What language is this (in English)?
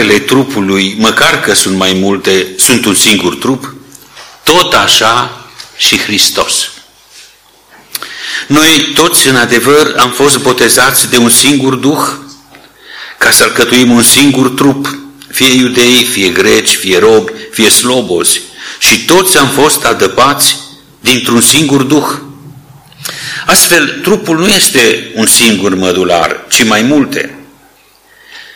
Romanian